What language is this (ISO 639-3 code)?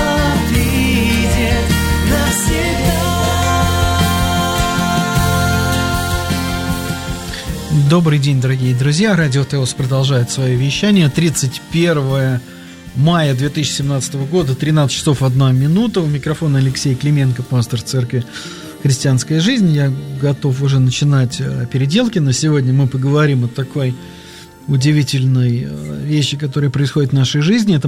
rus